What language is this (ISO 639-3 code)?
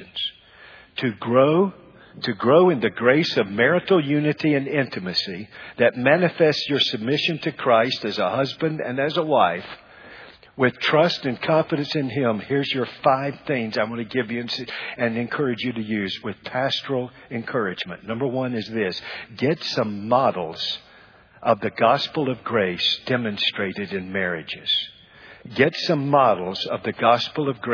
eng